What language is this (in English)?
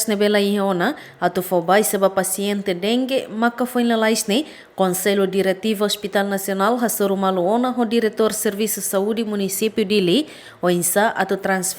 Tetum